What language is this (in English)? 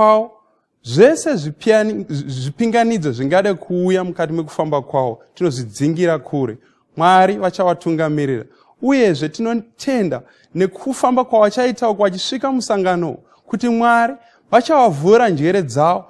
Shona